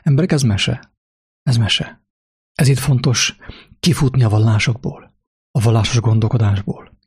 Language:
Hungarian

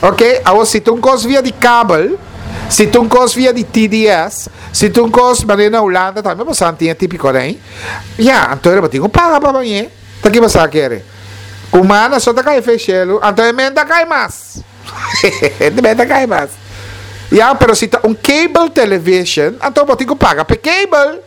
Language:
Papiamento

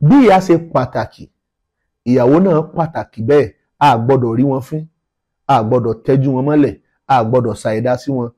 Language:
Yoruba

